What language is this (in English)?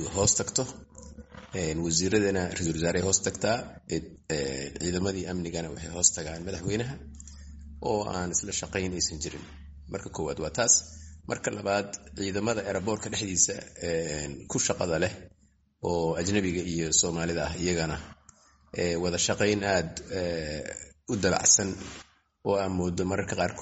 Somali